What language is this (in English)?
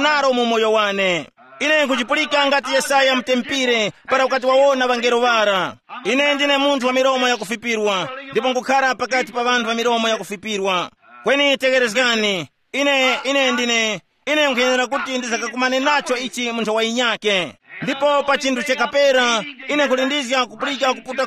Tumbuka